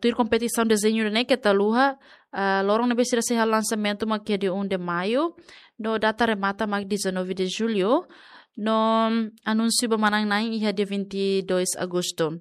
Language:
Tetum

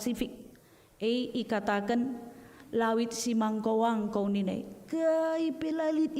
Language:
Batak Karo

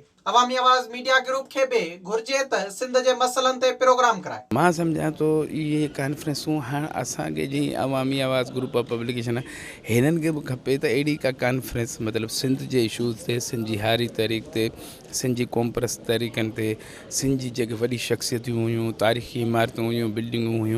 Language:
Sindhi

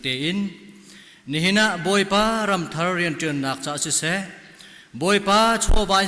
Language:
Hakha Chin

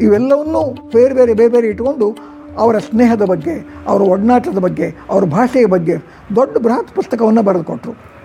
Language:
Kannada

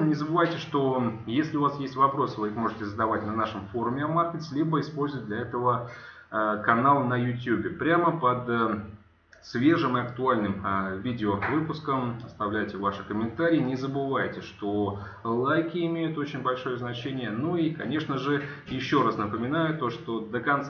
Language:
Russian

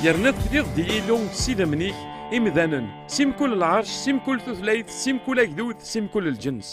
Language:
Kabyle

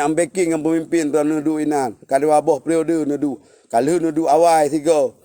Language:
Achinese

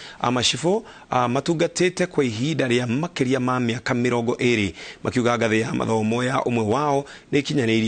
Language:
Kikuyu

